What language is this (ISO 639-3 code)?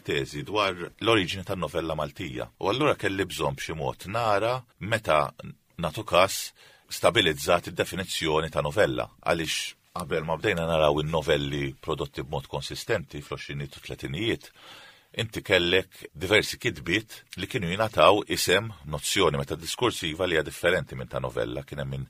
mlt